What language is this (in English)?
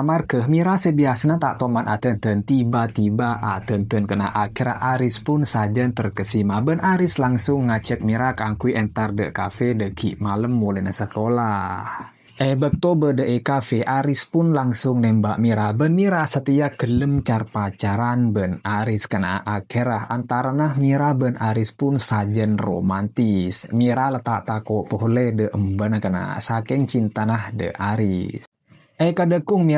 Madurese